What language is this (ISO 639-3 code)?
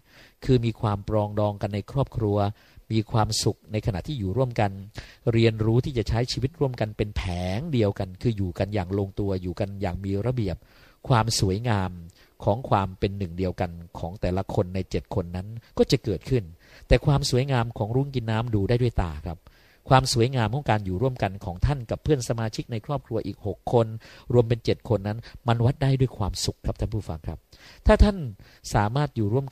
tha